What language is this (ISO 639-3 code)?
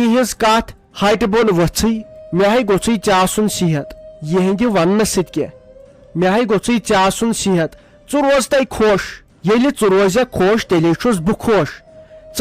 kas